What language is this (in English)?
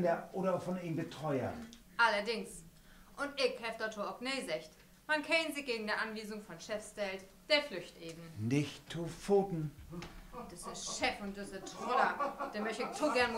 Low German